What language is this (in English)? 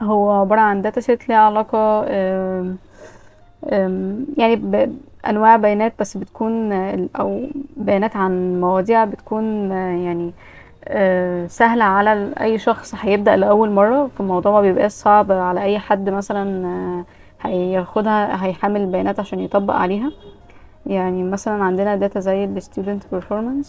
Egyptian Arabic